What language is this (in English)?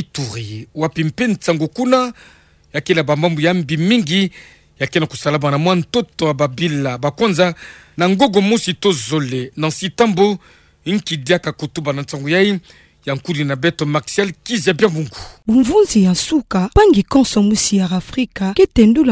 Kituba (Democratic Republic of Congo)